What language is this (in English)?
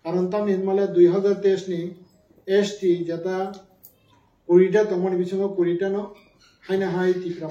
Kok Borok